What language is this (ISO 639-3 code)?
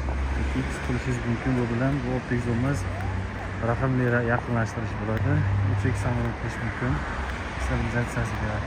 uzb